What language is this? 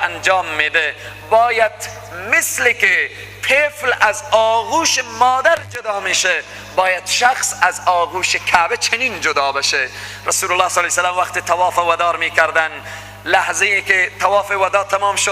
Persian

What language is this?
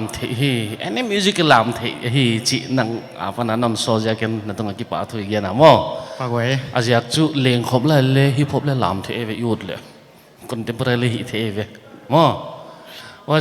Paite Chin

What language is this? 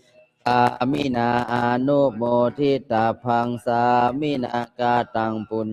Pali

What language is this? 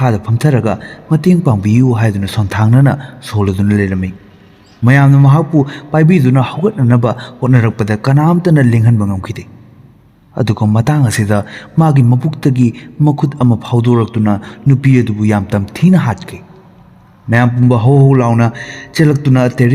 Manipuri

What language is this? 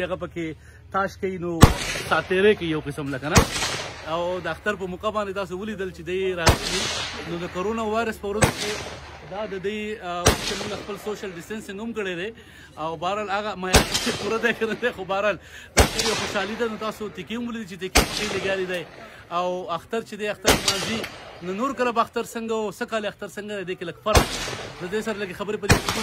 Pashto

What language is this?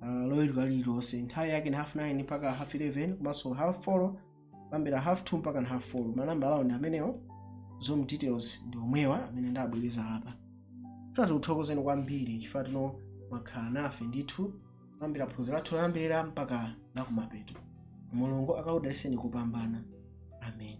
Nyanja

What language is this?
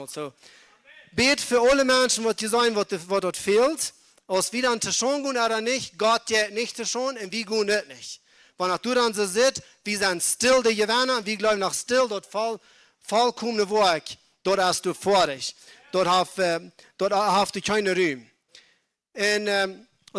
Plautdietsch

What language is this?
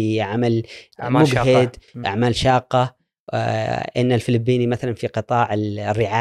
Gulf Arabic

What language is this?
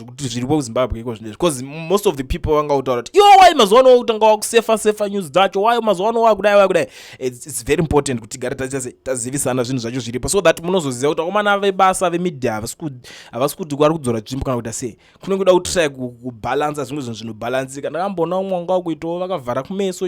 Shona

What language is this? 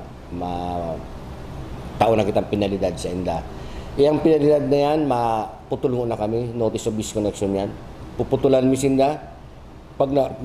Bikol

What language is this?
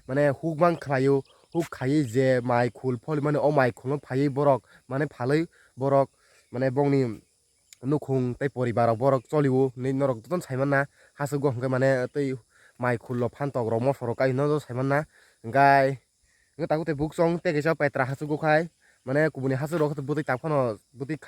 Kok Borok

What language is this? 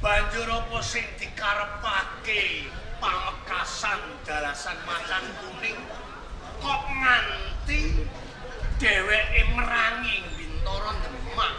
Javanese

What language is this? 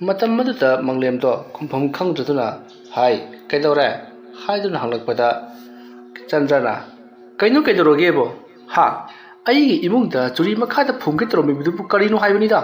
Manipuri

